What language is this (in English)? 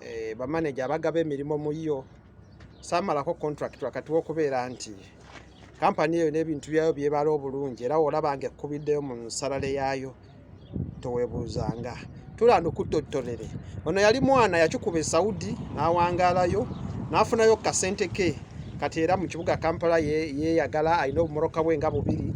Ganda